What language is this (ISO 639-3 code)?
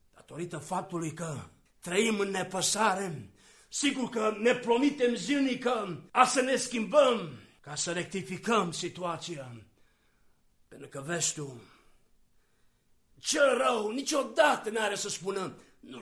ron